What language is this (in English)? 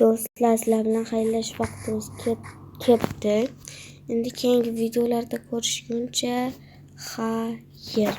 Uzbek